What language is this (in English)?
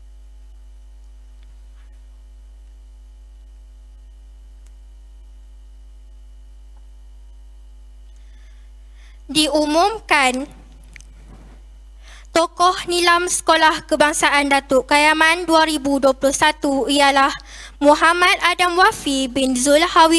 Malay